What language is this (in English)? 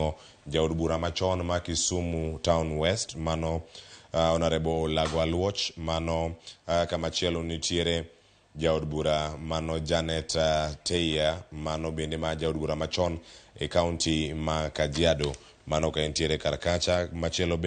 Luo (Kenya and Tanzania)